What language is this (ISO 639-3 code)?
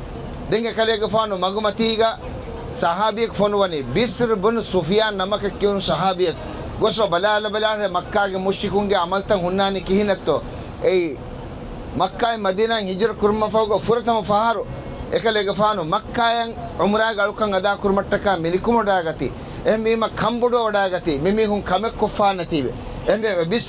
div